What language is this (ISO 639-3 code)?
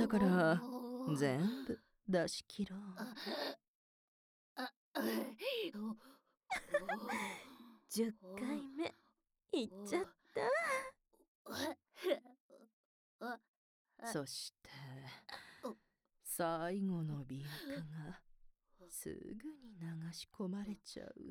jpn